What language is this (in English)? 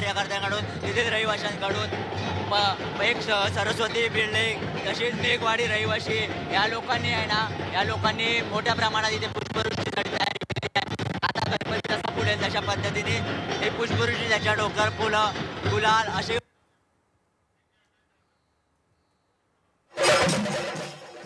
Marathi